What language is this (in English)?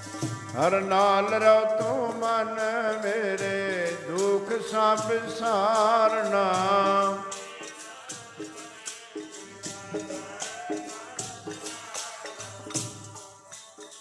Punjabi